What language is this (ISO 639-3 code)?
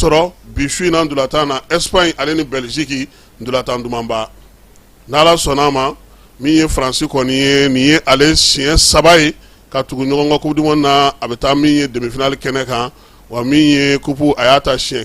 bam